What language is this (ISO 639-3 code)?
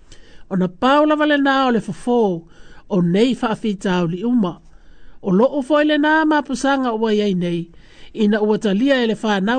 smo